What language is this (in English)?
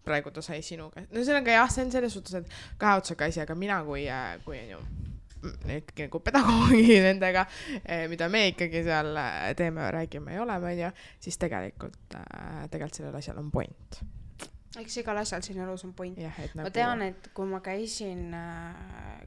Estonian